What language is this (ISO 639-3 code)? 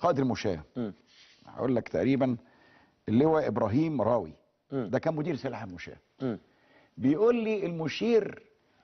arz